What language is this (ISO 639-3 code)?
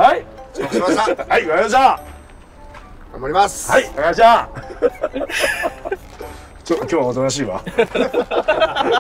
jpn